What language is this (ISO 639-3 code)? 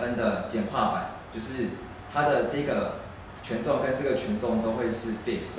zho